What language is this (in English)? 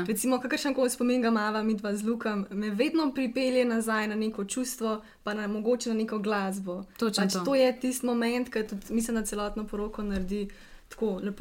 Slovenian